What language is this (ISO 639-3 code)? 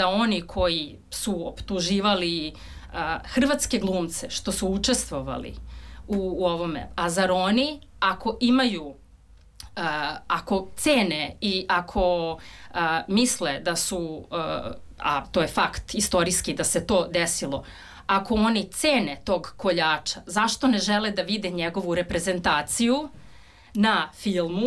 srp